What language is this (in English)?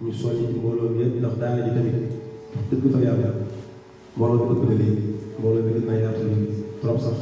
Wolof